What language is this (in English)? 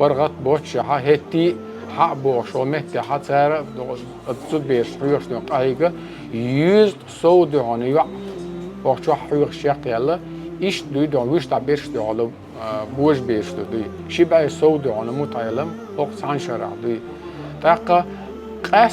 Chechen